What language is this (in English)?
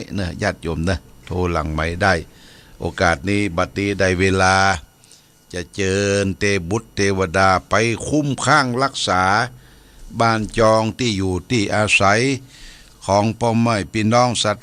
Pali